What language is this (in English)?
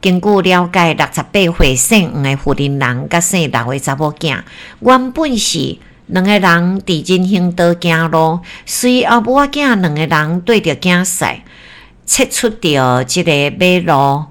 Min Nan Chinese